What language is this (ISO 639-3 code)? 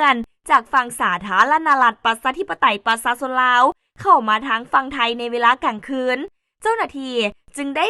lao